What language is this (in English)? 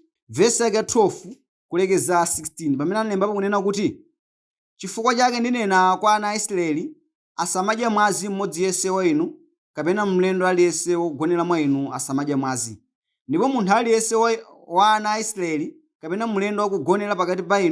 Nyanja